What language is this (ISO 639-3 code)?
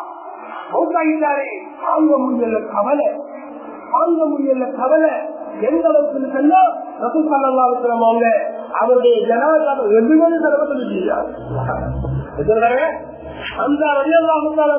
tam